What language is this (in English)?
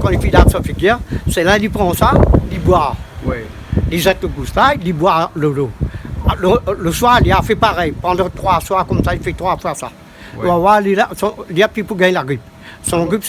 Réunion Creole French